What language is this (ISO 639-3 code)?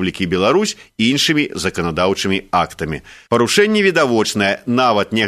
bel